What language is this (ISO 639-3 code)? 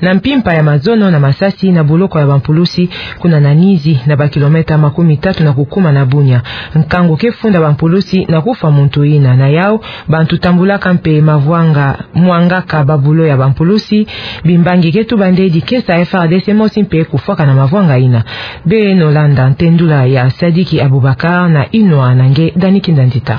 ktu